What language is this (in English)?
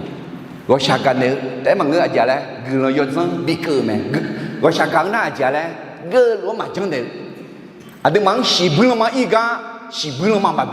Akha